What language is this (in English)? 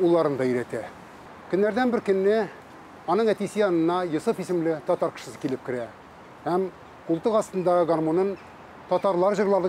Tatar